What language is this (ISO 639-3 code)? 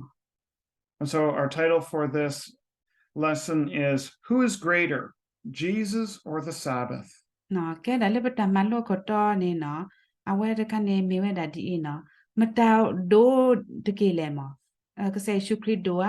ksw